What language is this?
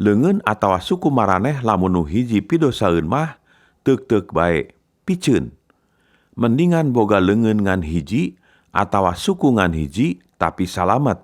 Sundanese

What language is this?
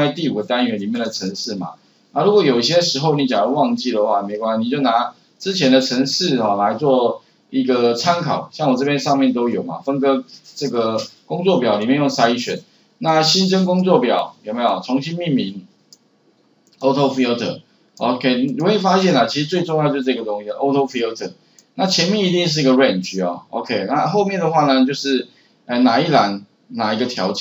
Chinese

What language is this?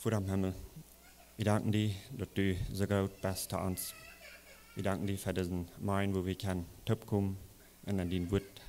Plautdietsch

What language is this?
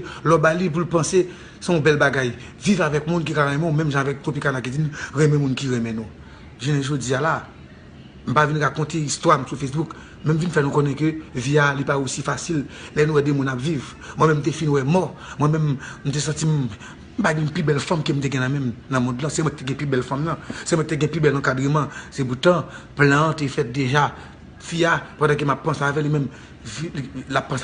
Haitian Creole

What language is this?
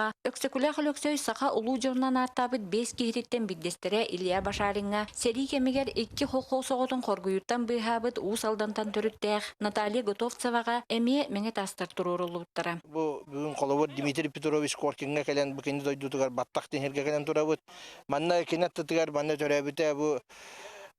Yakut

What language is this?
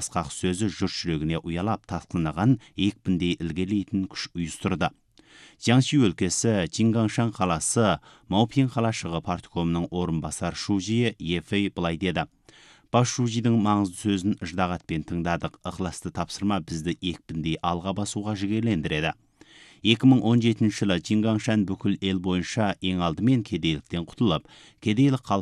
Kazakh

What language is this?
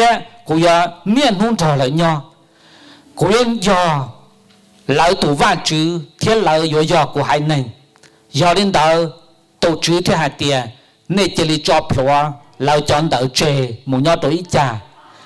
Hmong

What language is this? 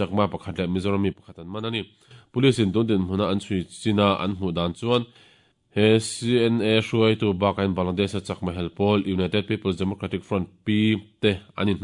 Mizo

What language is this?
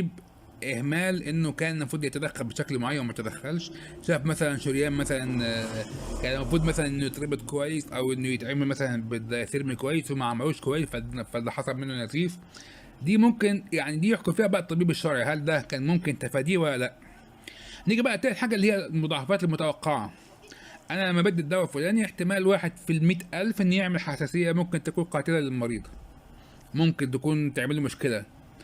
Egyptian Arabic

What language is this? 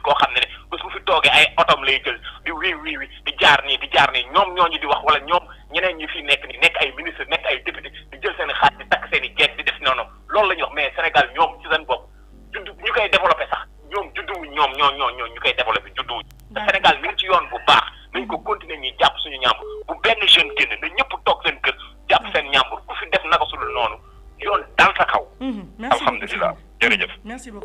Wolof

